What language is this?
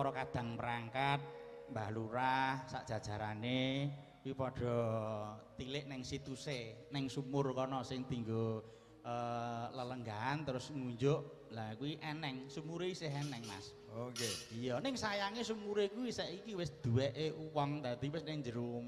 Javanese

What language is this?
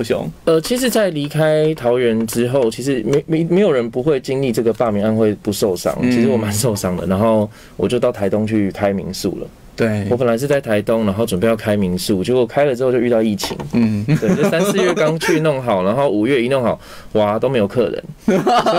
Chinese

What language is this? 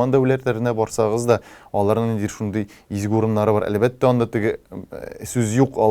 Tatar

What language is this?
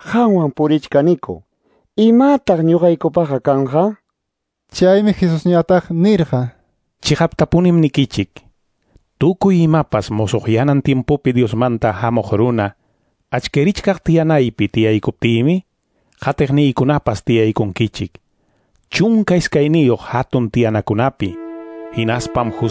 Quechua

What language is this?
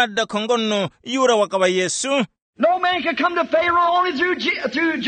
Tumbuka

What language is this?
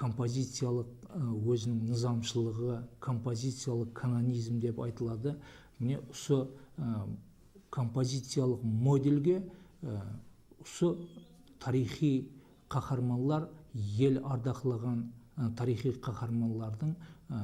Kara-Kalpak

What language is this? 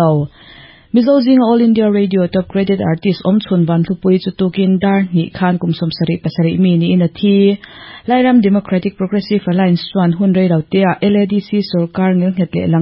Mizo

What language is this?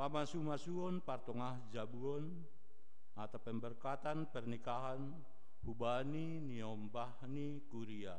Batak Simalungun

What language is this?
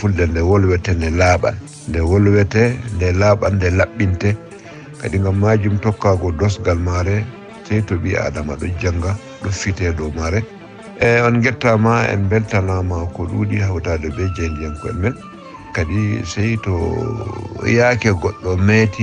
Fula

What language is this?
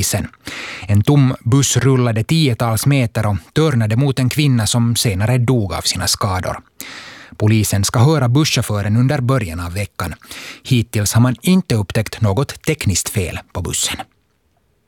Swedish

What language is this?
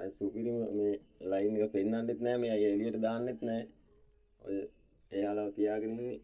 Sinhala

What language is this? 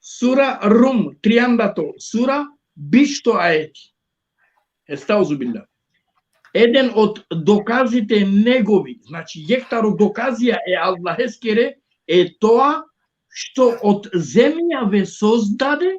Balkan Romani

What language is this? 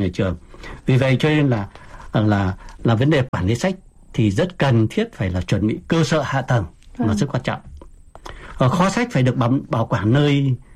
Vietnamese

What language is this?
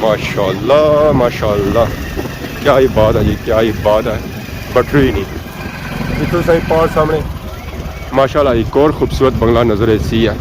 Pahari-Potwari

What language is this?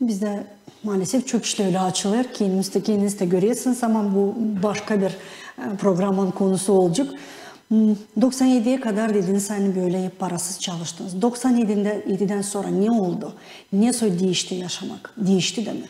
Gagauz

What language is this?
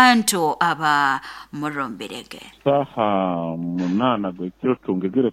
Nyoro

